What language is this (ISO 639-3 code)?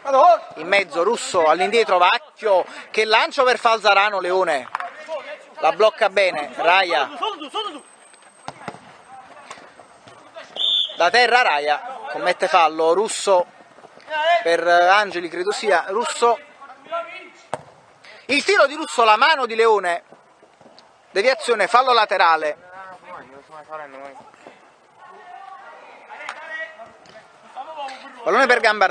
ita